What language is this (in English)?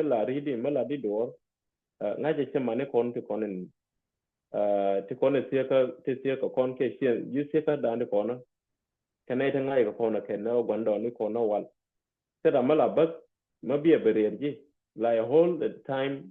Nuer